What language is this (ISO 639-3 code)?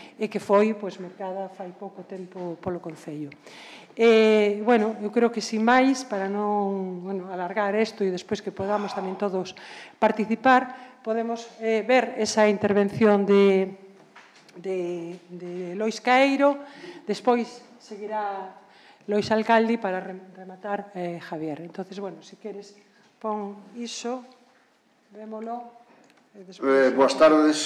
glg